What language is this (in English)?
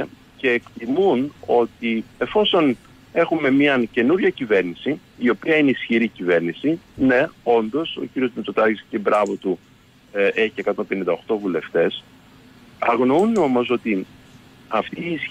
Greek